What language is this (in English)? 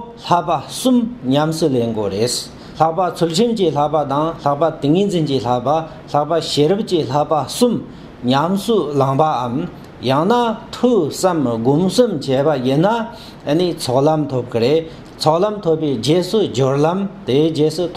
Tibetan